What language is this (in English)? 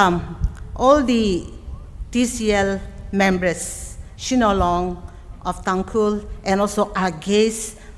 Tangkhul Naga (India)